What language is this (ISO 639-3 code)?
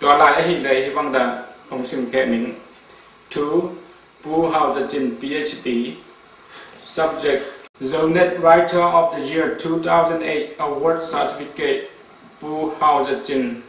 ctd